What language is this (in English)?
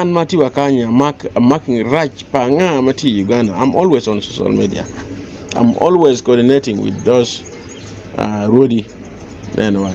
Acoli